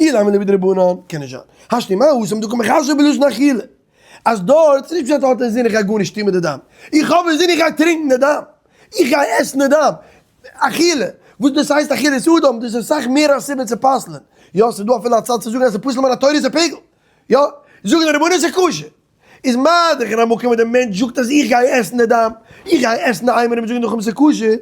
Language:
Yiddish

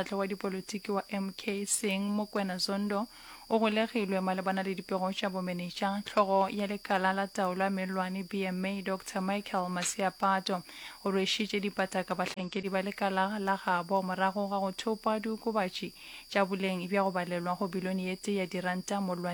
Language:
Northern Sotho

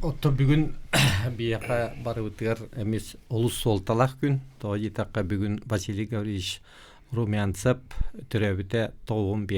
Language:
Yakut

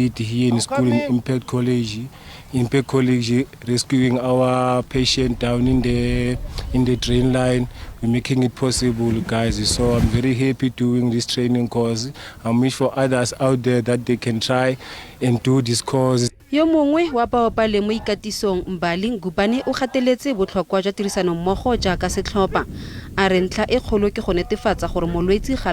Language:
Tswana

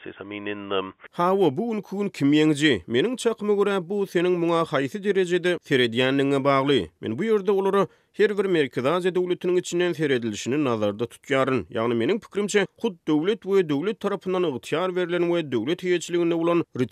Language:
Turkmen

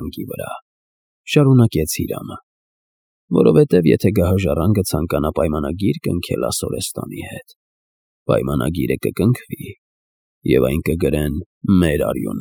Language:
Armenian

